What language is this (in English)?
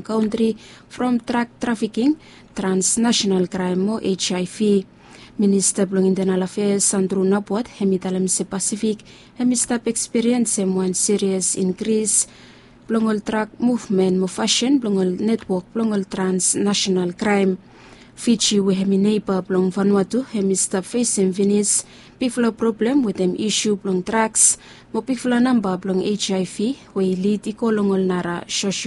Bislama